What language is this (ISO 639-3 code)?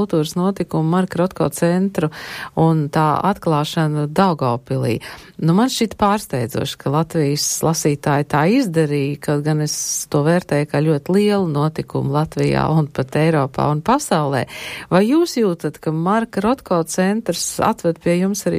lav